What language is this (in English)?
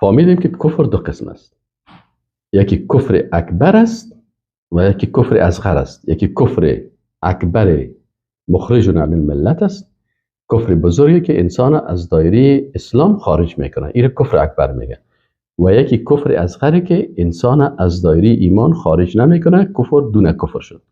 Persian